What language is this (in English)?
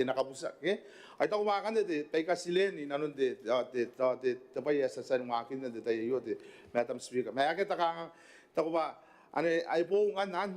Gilbertese